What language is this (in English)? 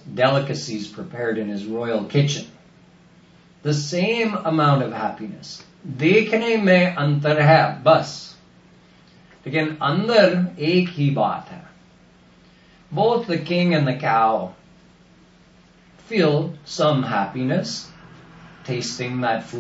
English